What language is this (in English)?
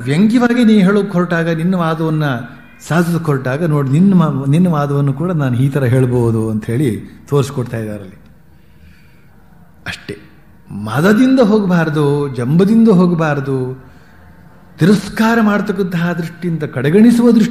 Kannada